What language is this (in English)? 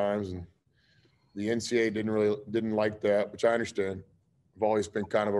English